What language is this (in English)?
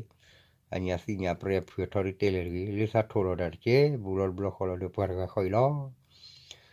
S'gaw Karen